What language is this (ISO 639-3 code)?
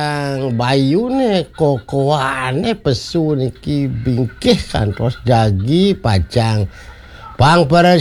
ban